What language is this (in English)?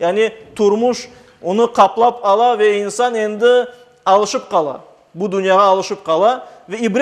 Crimean Tatar